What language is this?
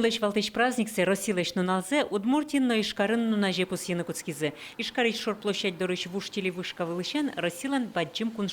Udmurt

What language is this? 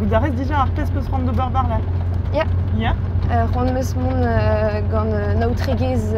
Breton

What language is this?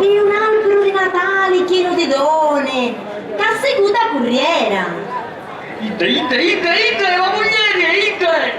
Sicilian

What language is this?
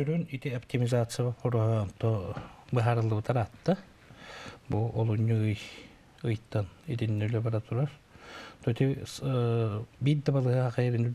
Yakut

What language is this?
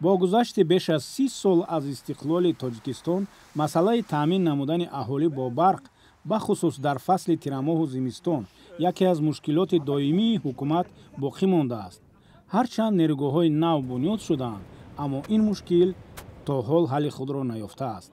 Tajik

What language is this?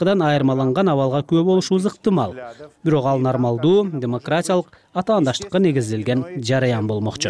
Kyrgyz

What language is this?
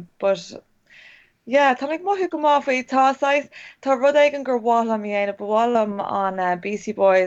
Irish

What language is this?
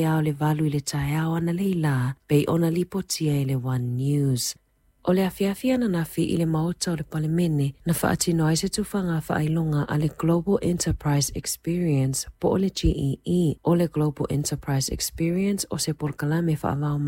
Samoan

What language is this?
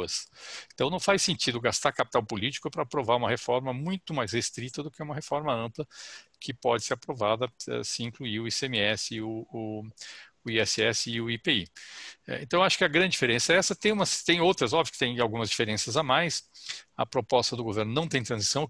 Portuguese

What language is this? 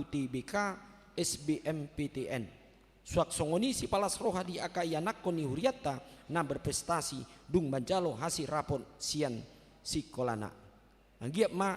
Batak Toba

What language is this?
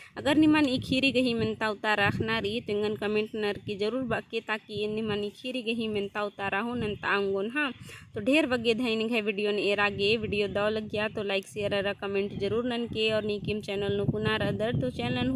Kurukh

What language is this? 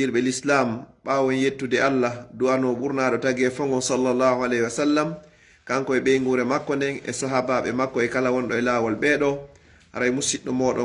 Pular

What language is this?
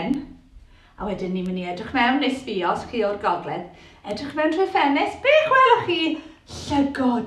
Welsh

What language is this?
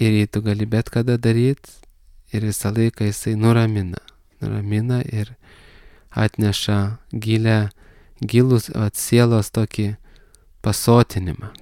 Lithuanian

